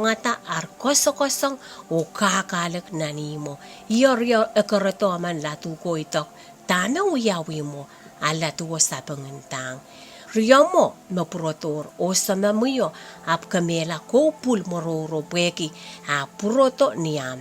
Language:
Pohnpeian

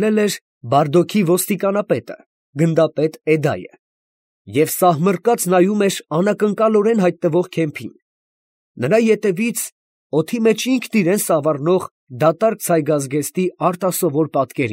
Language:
Armenian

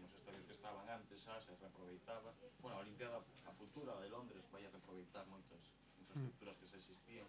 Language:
Galician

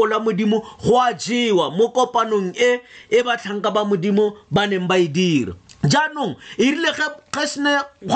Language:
Tswana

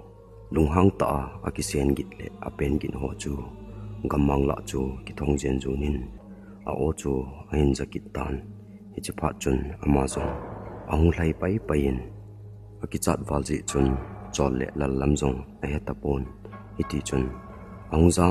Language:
Thado Chin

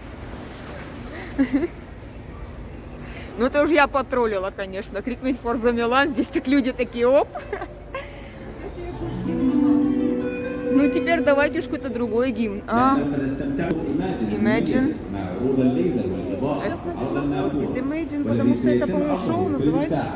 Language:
Russian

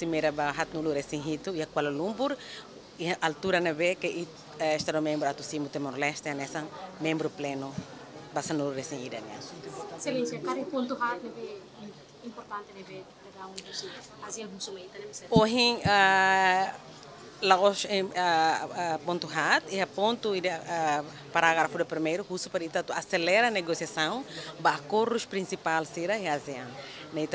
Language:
Tetum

